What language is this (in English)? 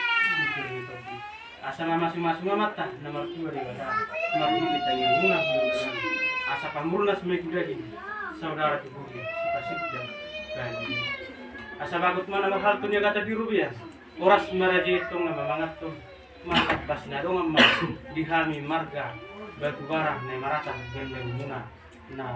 Batak Toba